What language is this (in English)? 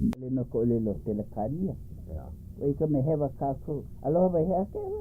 Hawaiian